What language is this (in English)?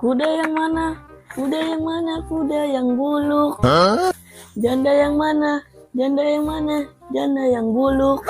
Betawi